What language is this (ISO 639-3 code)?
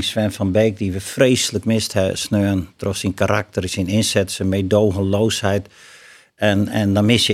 fry